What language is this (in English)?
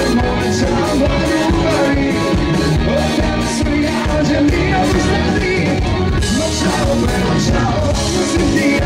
Croatian